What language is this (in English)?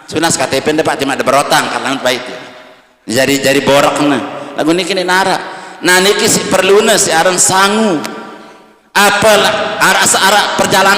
Sasak